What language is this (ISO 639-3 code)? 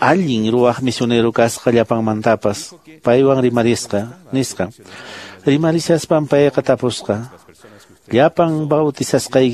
que